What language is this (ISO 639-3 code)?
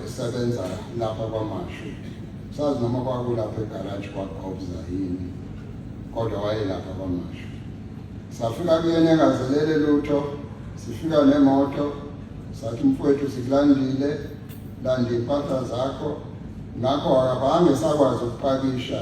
zul